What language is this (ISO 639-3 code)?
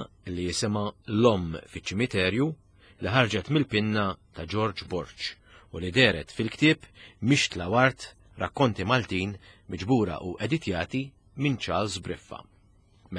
mlt